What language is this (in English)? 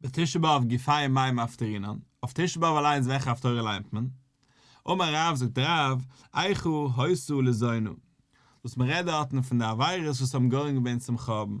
Yiddish